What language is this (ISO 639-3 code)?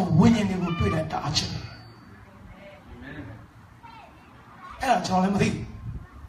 mya